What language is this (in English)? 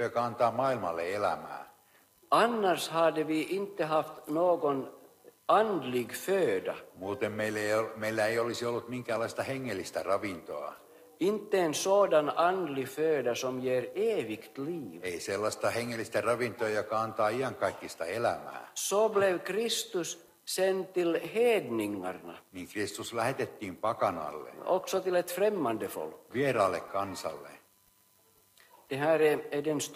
Swedish